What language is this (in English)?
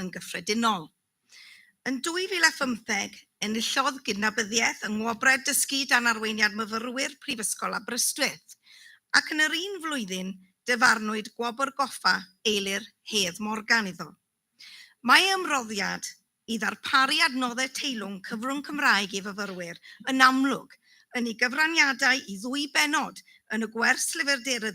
Welsh